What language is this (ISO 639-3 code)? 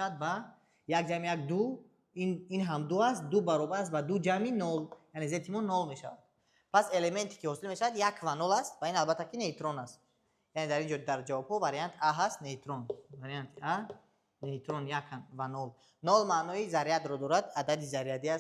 tgk